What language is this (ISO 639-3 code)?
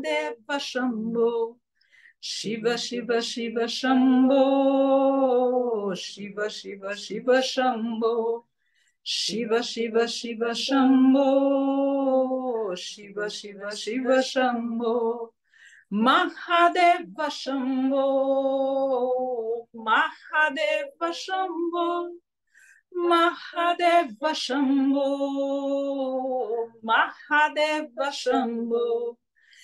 por